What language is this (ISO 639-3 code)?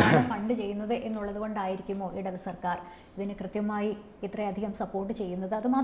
mal